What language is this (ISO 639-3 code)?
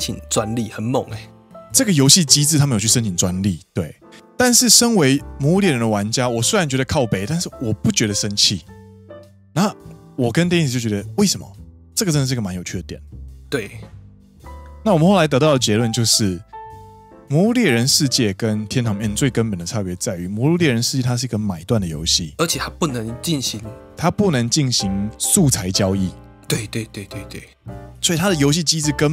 zho